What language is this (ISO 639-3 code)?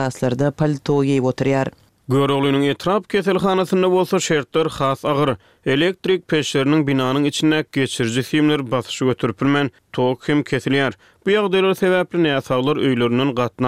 tuk